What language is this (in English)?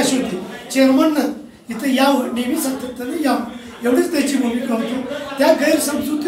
Marathi